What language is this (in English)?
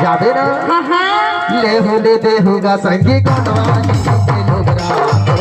Chhattisgarhi